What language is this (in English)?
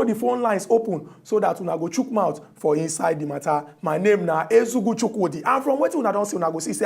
Nigerian Pidgin